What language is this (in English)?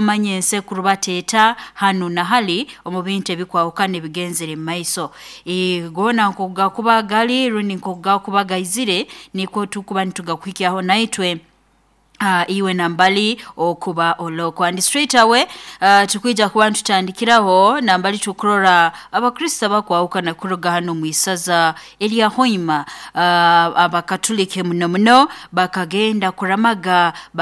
Nyoro